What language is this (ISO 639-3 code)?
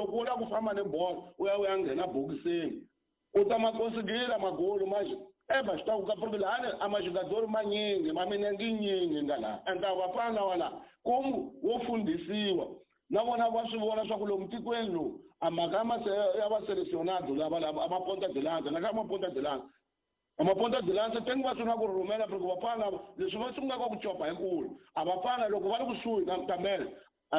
tso